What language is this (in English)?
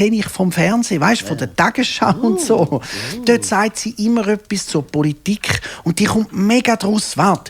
Swiss German